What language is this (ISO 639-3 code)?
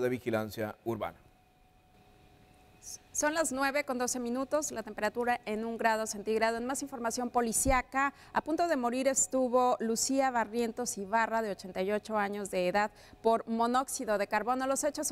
spa